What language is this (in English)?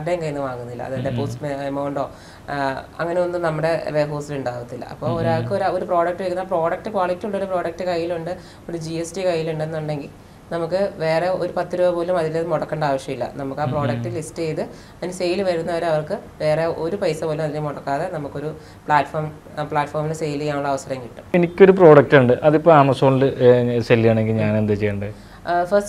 Malayalam